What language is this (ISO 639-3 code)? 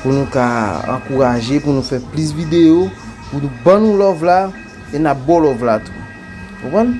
hat